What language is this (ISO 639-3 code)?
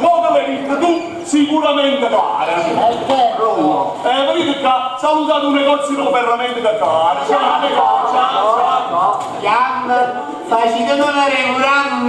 nap